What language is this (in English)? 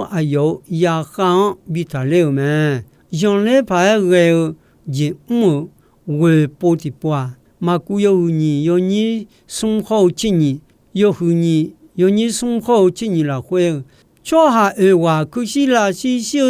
Akha